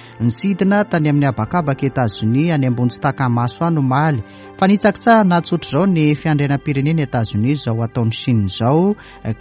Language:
Malagasy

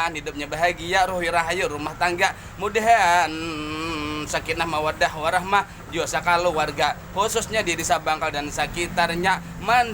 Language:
Banjar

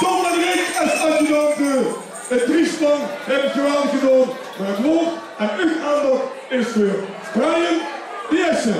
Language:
Limburgish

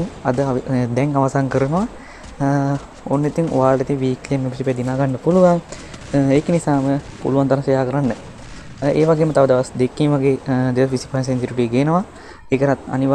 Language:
Sinhala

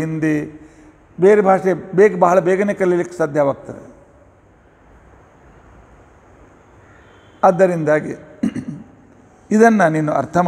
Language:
Kannada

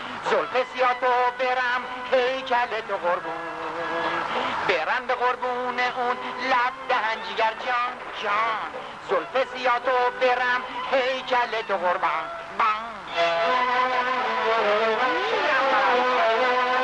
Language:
Persian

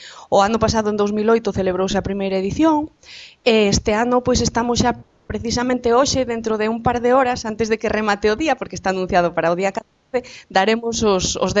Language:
Galician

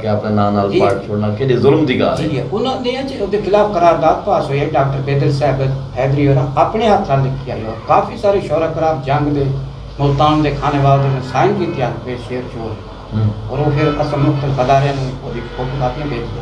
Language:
Saraiki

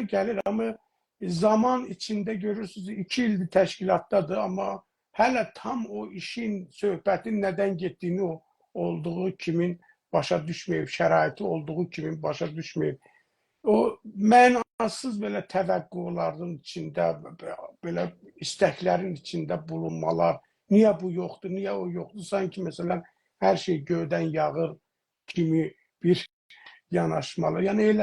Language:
South Azerbaijani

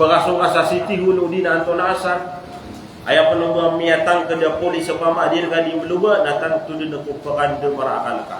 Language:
Maranao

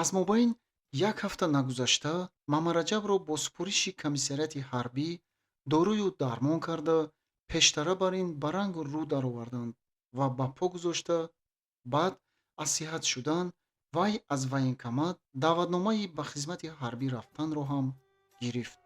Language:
Tajik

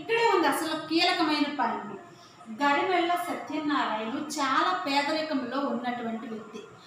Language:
Telugu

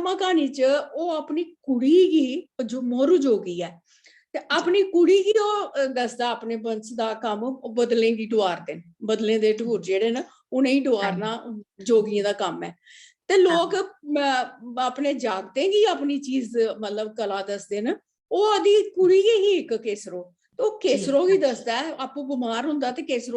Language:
Dogri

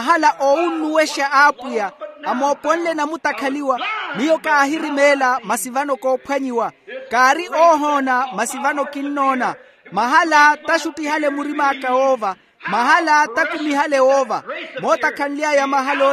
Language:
Makhuwa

